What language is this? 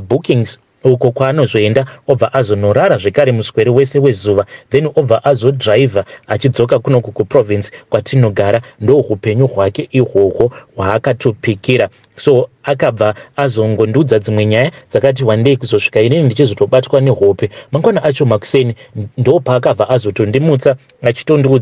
Shona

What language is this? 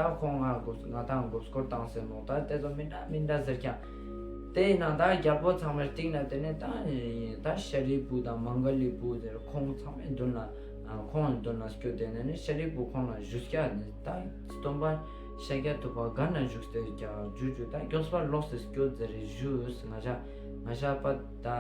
Ladakhi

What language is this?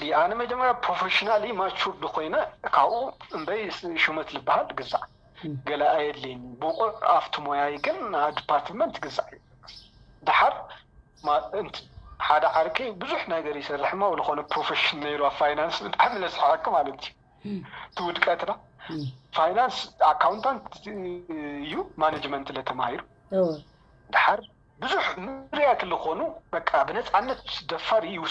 Tigrinya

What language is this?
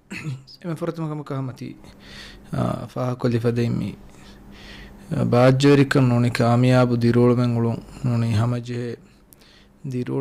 Divehi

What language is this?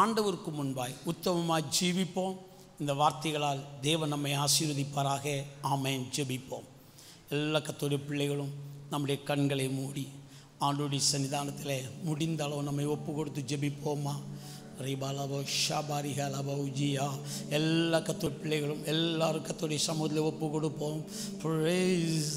Tamil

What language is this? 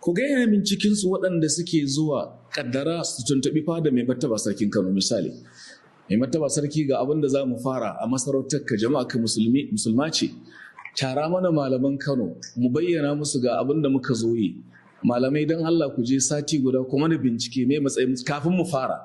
Hausa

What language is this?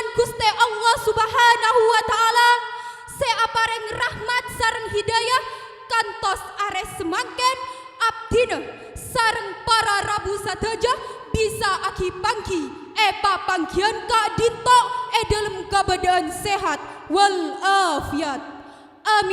Madurese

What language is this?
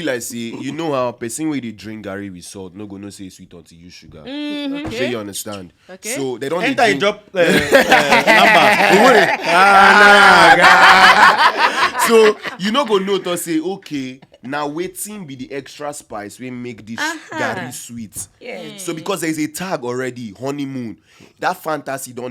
Nigerian Pidgin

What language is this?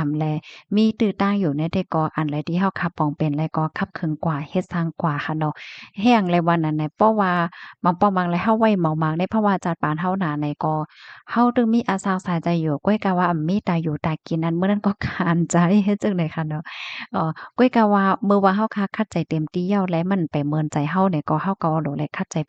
Shan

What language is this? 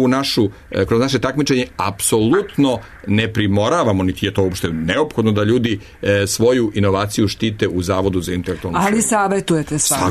Serbian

